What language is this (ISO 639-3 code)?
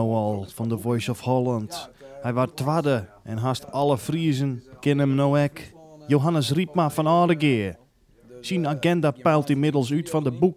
fry